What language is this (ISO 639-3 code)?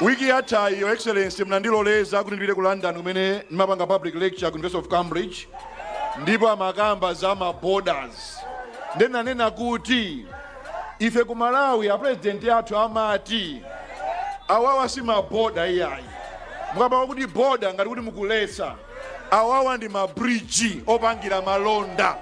nya